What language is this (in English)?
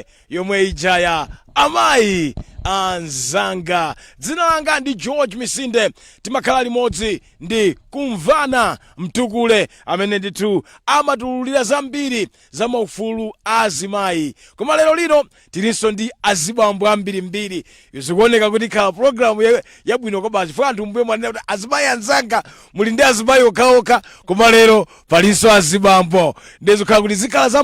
Nyanja